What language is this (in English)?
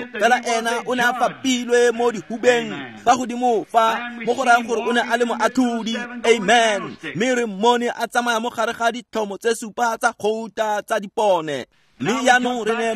Tswana